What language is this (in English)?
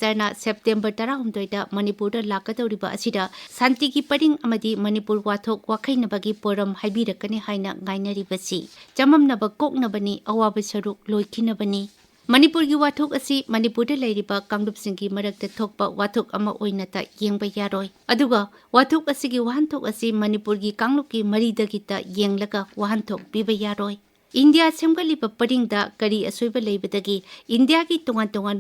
Manipuri